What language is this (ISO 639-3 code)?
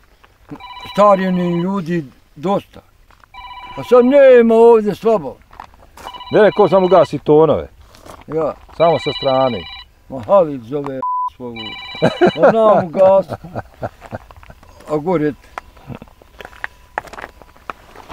bos